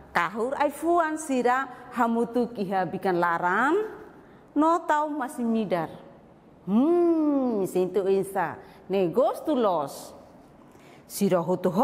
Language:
Tetum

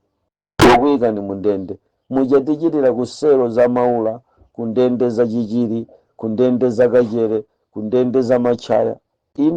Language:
Nyanja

